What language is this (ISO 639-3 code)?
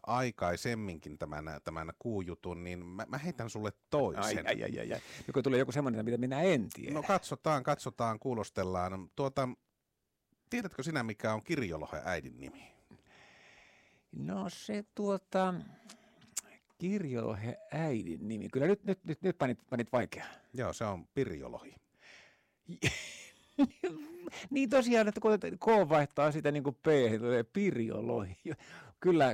fin